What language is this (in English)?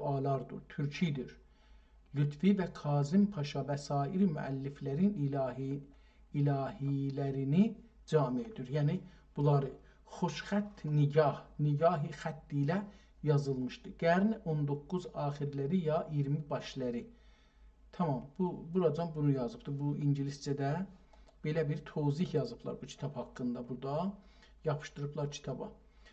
South Azerbaijani